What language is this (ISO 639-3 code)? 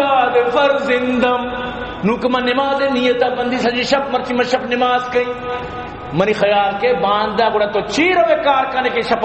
bal